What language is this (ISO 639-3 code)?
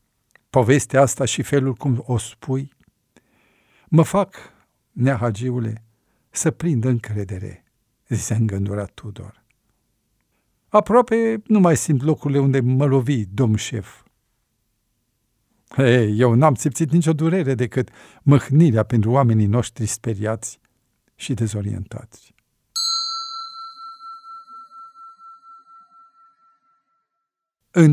ron